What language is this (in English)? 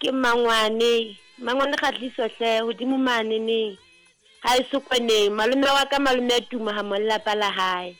Southern Sotho